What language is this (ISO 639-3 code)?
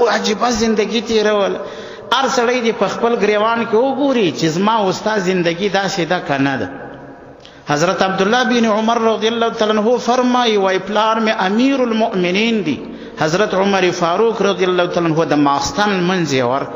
pus